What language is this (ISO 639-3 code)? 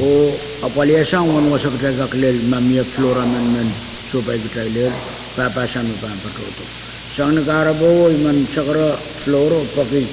pon